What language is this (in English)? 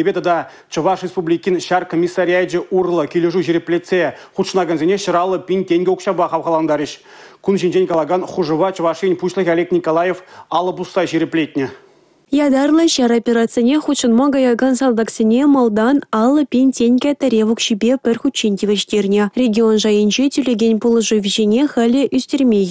Chuvash